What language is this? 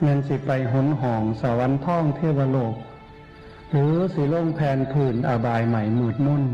Northeastern Thai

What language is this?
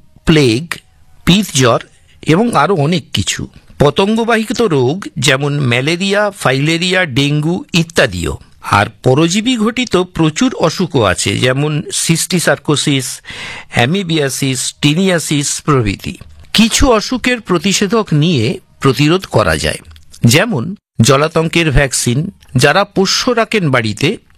Bangla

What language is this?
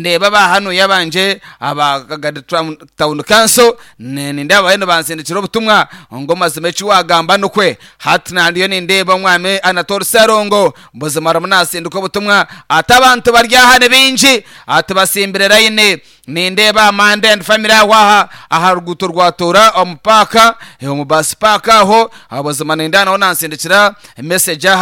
Nyankole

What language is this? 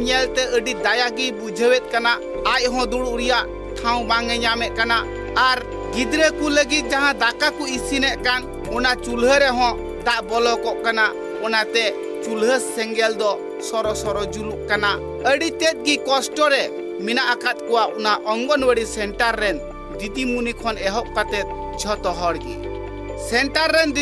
Santali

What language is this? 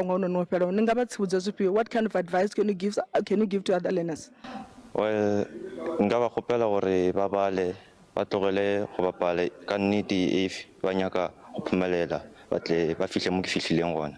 Venda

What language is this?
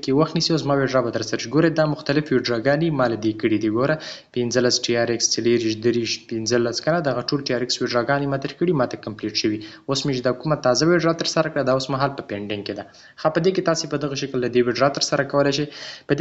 Pashto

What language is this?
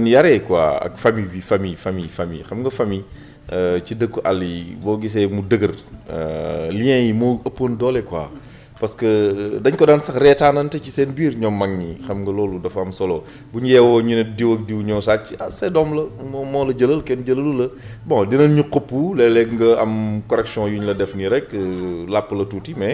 Wolof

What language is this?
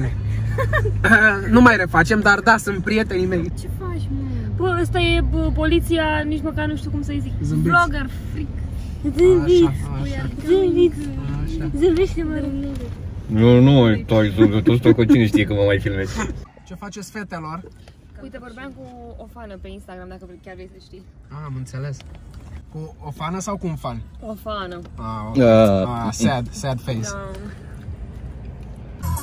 Romanian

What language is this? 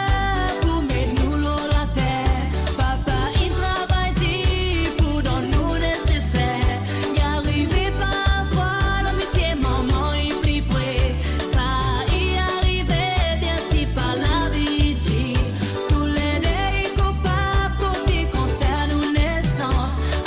Morisyen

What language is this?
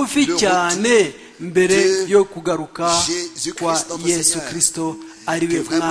Kinyarwanda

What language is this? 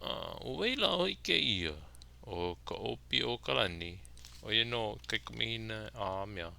Hawaiian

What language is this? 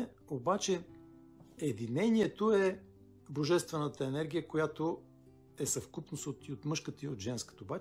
Bulgarian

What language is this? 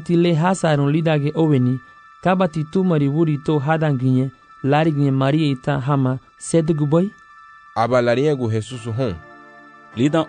Garifuna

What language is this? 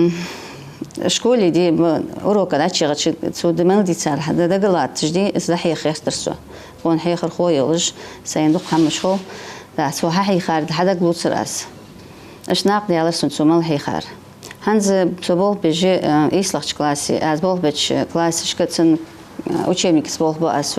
Ingush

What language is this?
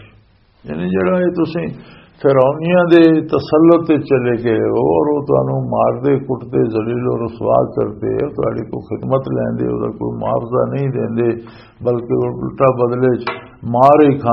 Western Panjabi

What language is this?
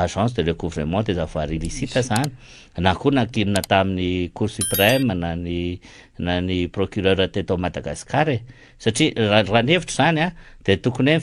Malagasy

